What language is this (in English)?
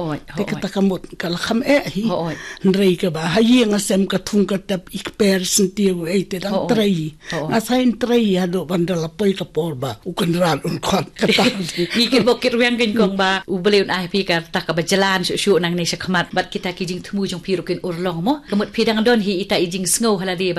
Khasi